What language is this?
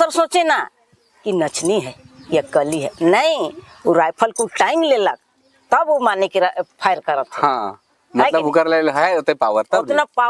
Sadri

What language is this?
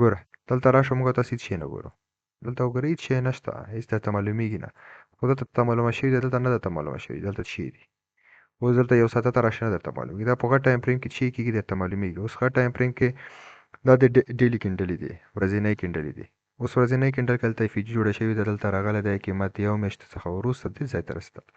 Pashto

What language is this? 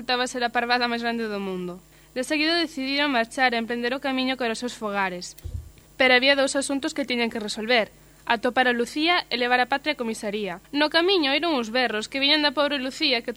Galician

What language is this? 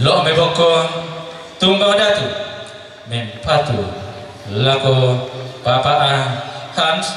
Toraja-Sa'dan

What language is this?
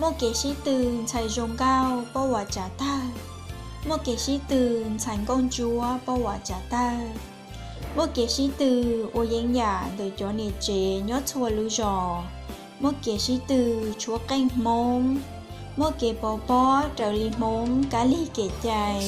Hmong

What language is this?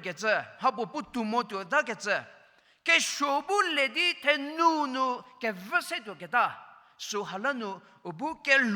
Angami Naga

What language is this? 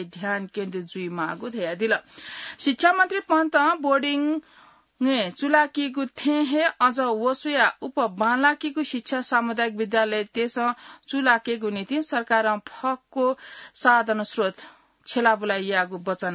Newari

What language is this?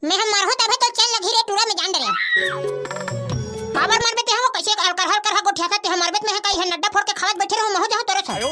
Chhattisgarhi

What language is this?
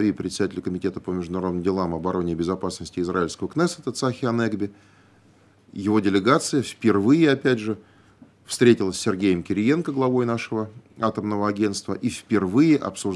Russian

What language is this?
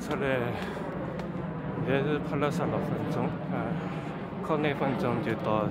Chinese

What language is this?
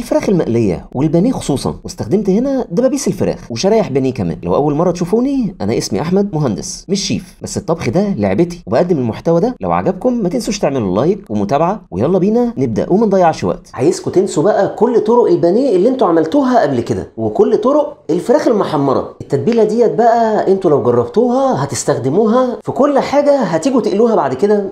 Egyptian Arabic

